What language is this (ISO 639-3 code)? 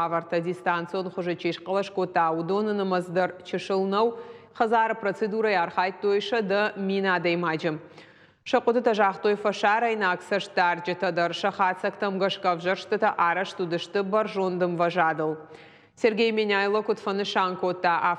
oss